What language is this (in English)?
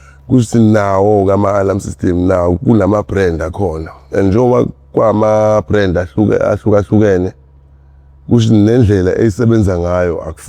Zulu